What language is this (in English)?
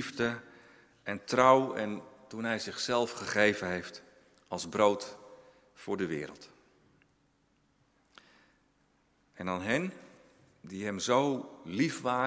Dutch